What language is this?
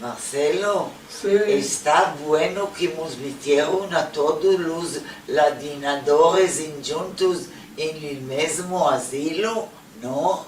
Ladino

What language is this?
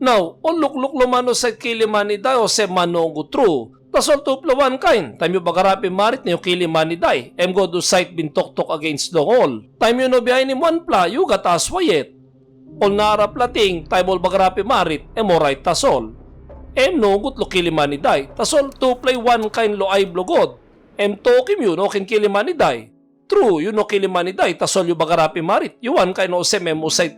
Tok Pisin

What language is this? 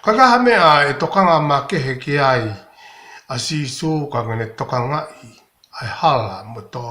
Tongan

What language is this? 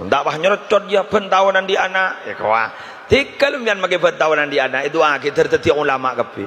Madurese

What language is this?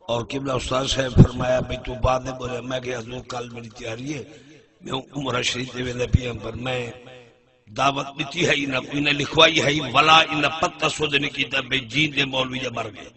Saraiki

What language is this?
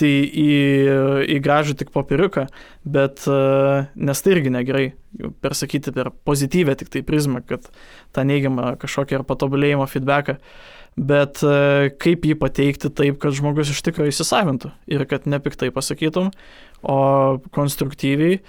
Lithuanian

